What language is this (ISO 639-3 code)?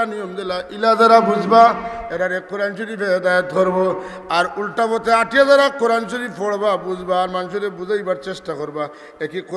syl